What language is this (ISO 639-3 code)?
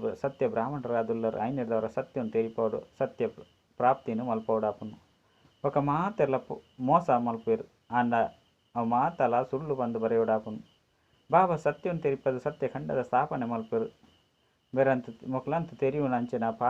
tcy